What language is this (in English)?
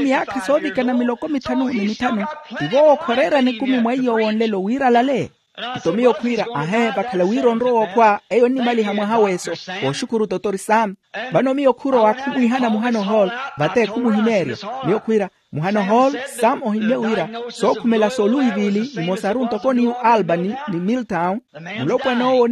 Makhuwa